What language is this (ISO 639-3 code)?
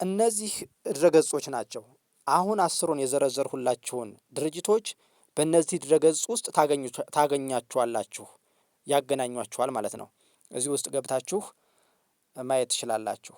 amh